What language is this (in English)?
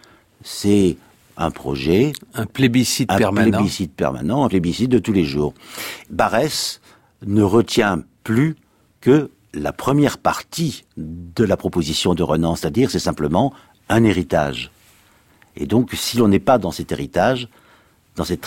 French